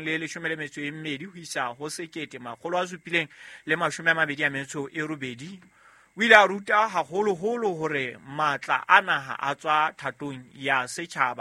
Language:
Southern Sotho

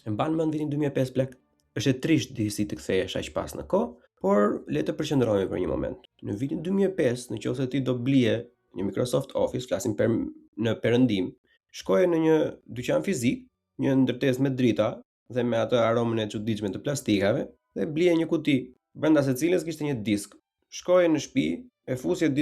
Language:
Albanian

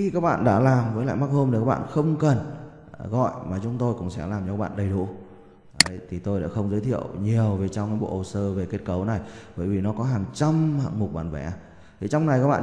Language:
Vietnamese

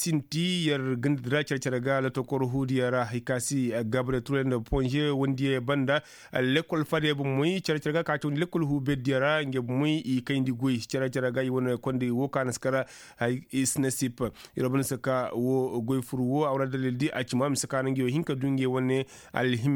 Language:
Koyraboro Senni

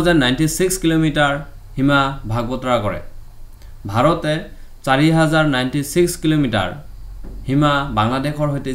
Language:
Assamese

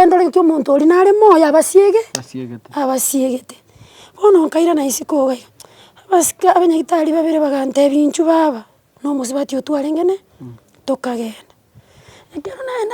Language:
Gusii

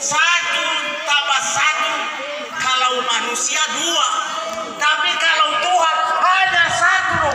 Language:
Nias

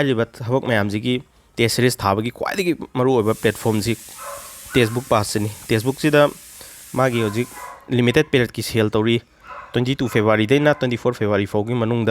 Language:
Manipuri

